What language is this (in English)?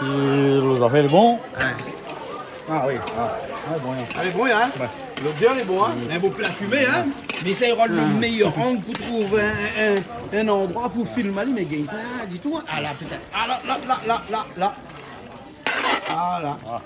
Réunion Creole French